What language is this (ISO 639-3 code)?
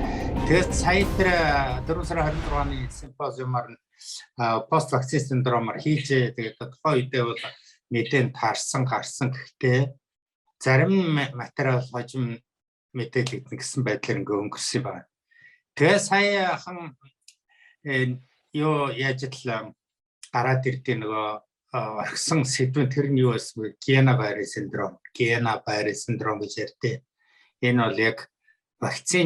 mon